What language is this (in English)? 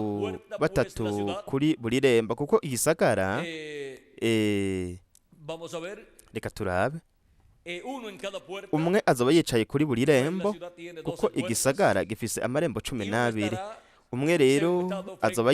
Rundi